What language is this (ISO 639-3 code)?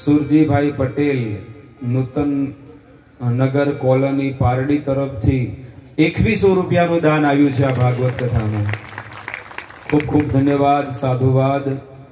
guj